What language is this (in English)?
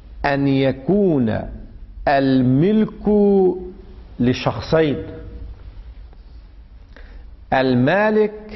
Arabic